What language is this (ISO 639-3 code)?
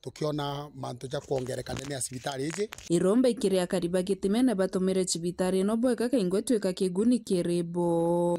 mer